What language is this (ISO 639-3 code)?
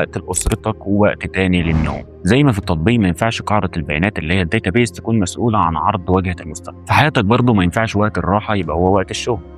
arz